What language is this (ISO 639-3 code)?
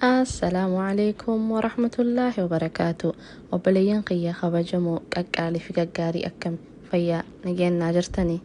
orm